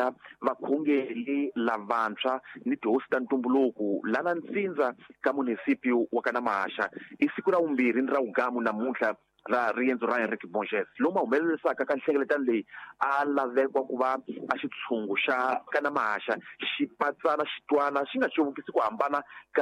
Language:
Tsonga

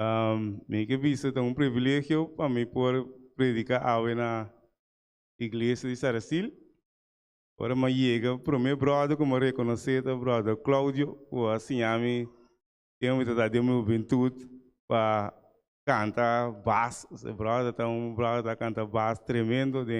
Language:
Papiamento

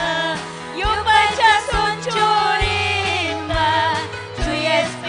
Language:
Ayacucho Quechua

